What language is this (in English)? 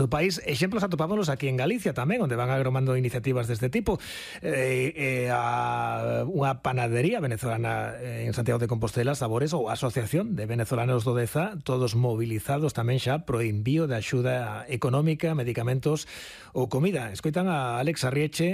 Galician